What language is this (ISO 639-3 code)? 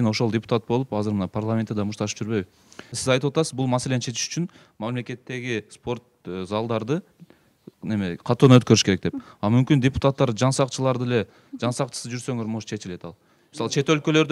kir